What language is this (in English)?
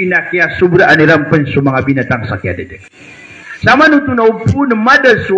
Maranao